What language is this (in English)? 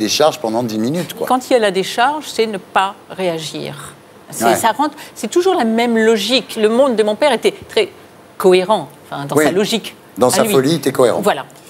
French